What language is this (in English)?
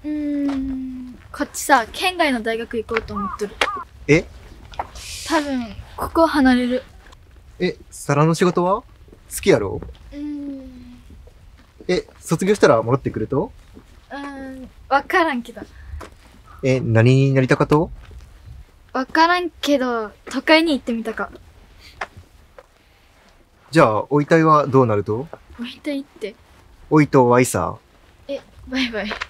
Japanese